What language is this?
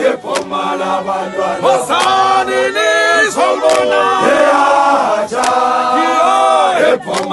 Zulu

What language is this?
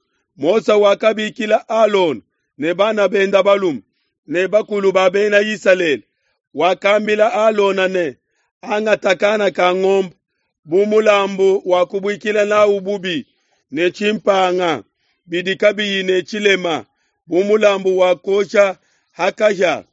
Luba-Lulua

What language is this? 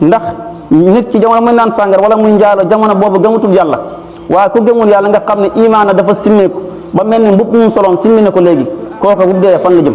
Wolof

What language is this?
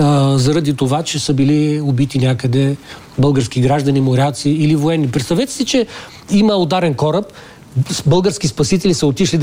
Bulgarian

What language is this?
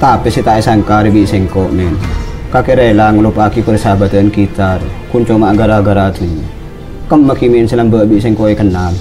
Madurese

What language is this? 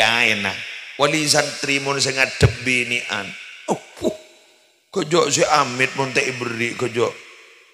Madurese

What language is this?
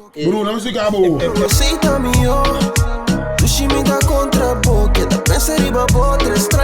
Papiamento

